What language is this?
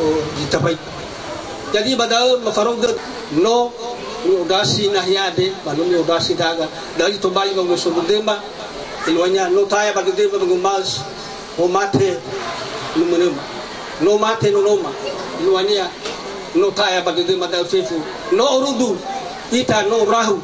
Nias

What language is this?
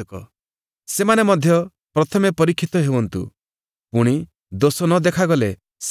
Odia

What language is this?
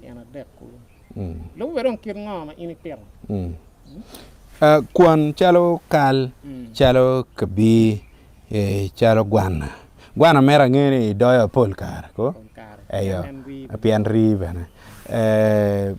Acoli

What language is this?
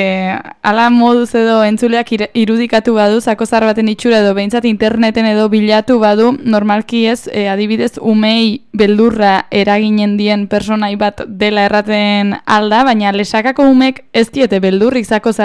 Basque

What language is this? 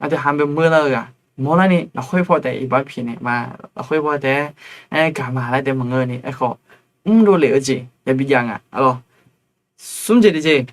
Akha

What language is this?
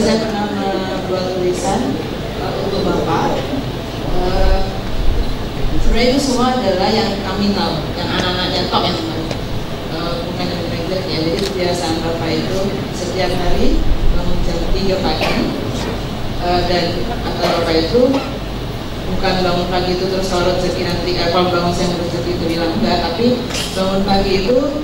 Indonesian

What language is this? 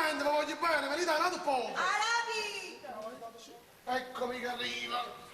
Neapolitan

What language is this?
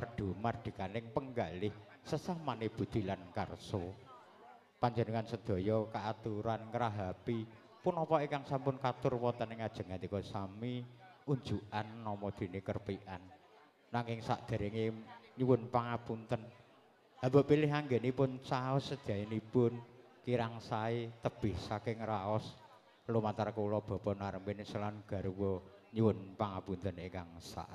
Javanese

